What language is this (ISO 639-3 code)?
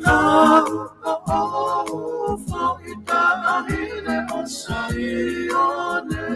ton